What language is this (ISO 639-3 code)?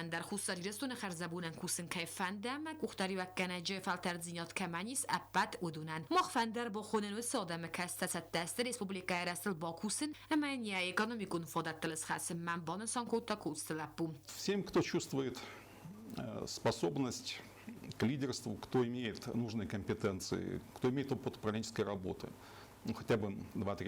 oss